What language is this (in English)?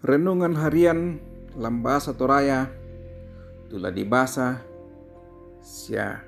Toraja-Sa'dan